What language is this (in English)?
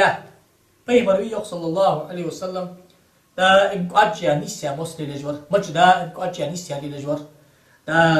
Ingush